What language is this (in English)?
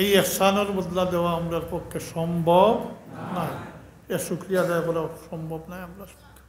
Sylheti